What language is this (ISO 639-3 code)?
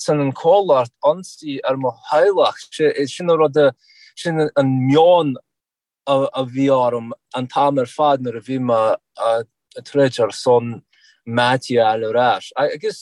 gle